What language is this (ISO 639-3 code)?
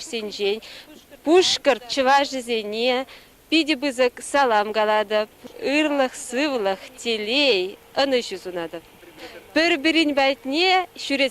chv